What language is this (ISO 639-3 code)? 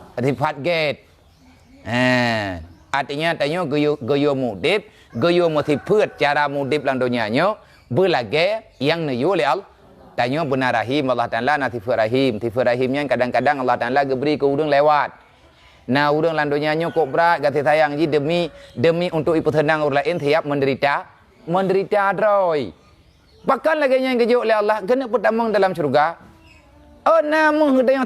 ace